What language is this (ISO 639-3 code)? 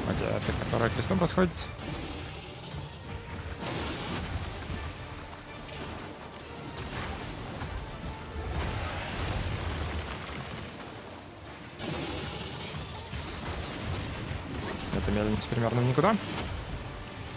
rus